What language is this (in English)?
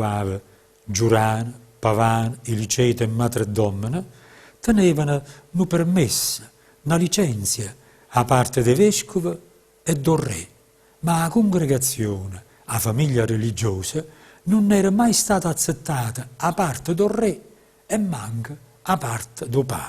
Neapolitan